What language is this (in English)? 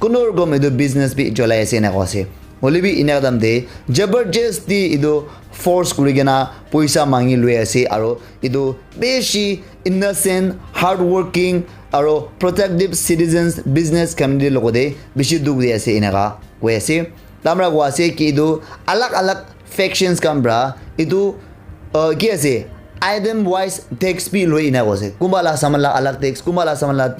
Naga Pidgin